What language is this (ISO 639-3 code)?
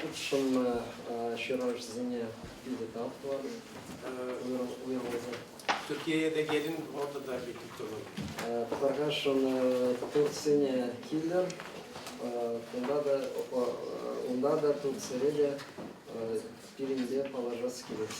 chv